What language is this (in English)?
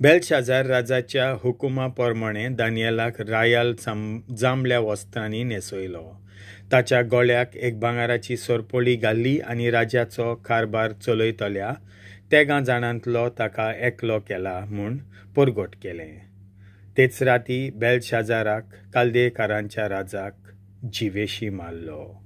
Konkani